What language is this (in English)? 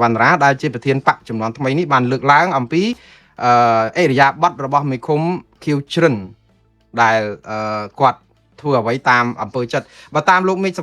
Khmer